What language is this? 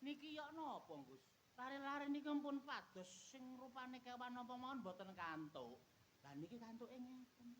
Javanese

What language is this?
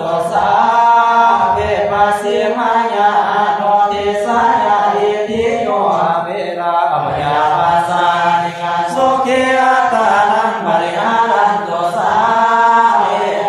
Pali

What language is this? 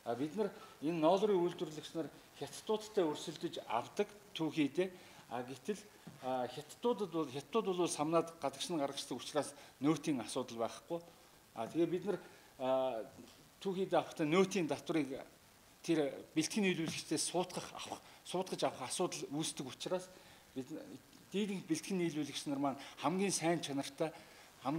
Mongolian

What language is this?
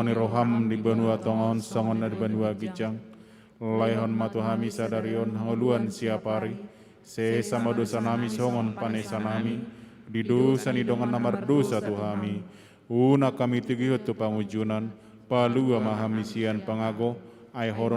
Batak Toba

